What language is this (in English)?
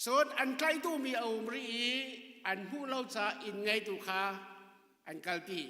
Hakha Chin